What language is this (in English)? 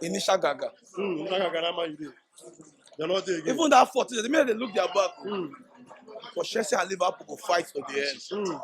Nigerian Pidgin